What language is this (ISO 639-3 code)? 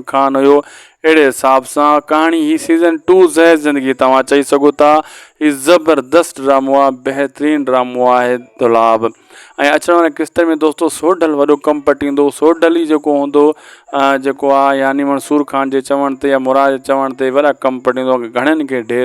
snd